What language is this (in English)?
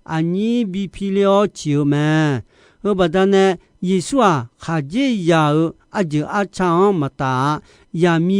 Akha